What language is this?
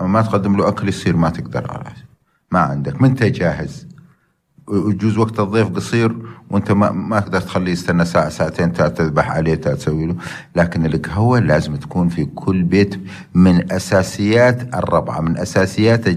North Levantine Arabic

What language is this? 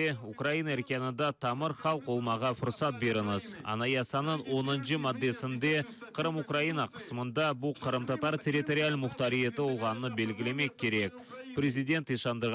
Crimean Tatar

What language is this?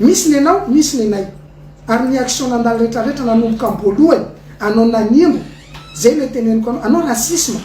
Malagasy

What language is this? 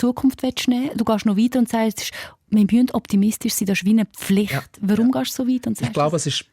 Swiss German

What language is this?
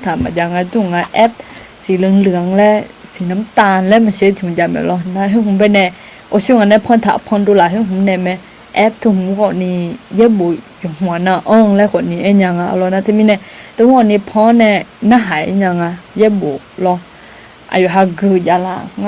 Akha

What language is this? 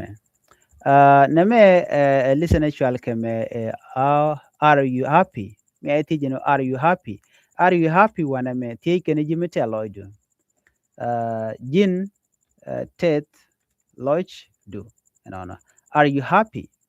Nuer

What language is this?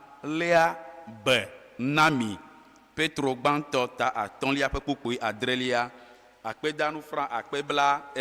Ewe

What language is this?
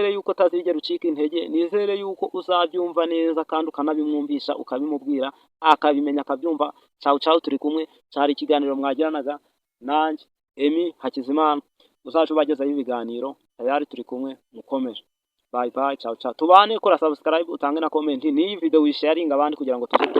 Kinyarwanda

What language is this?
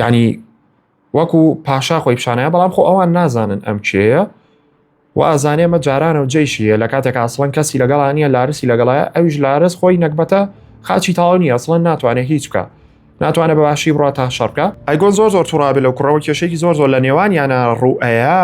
Central Kurdish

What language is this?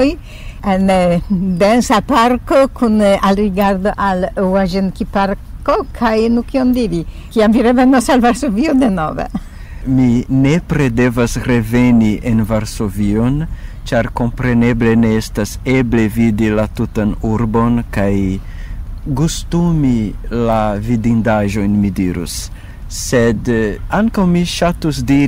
Esperanto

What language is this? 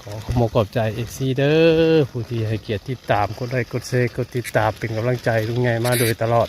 Northeastern Thai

